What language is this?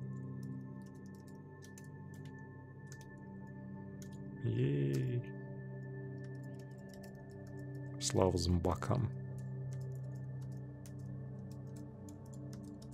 Russian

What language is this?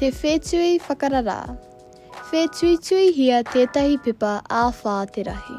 Māori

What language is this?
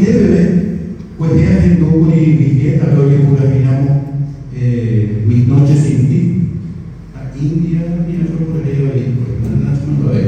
Guarani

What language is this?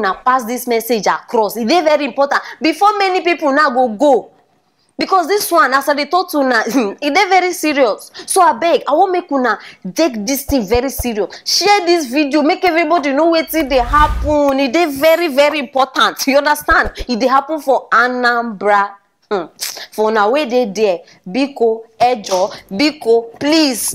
Nigerian Pidgin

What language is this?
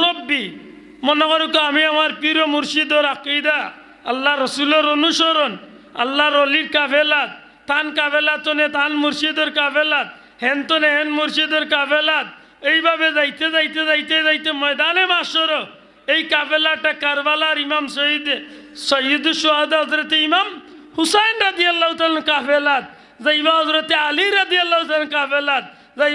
Sylheti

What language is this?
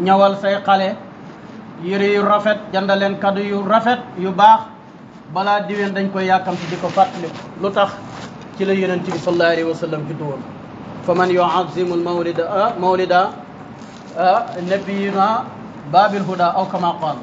Wolof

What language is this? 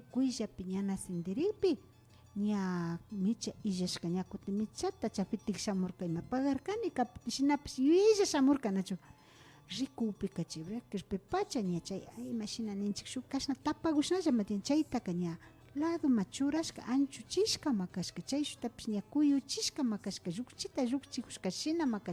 Imbabura Highland Quichua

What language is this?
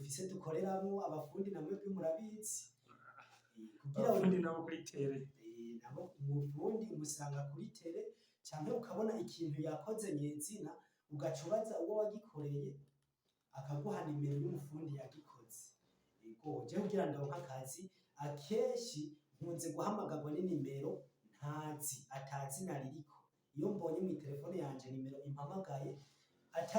Rundi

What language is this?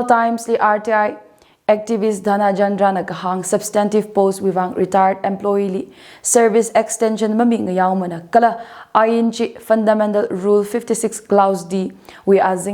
Tangkhul Naga (India)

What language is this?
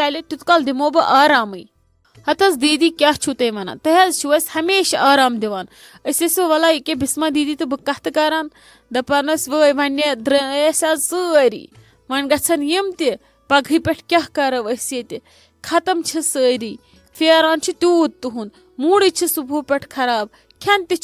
Kashmiri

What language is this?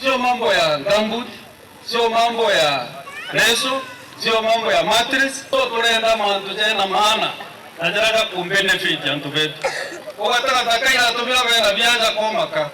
Meru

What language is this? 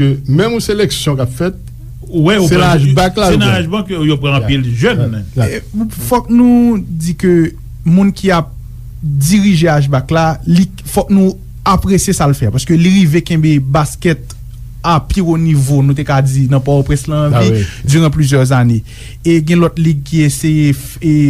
Haitian Creole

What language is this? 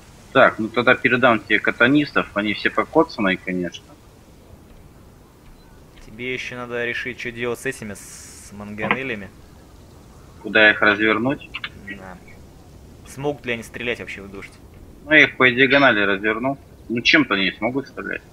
Russian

